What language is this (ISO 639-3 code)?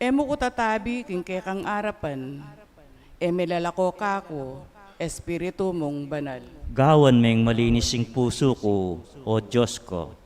pam